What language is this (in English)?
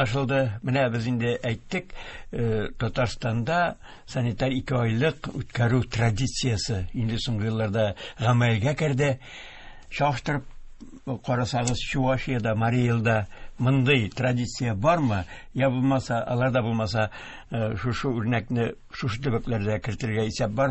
Tatar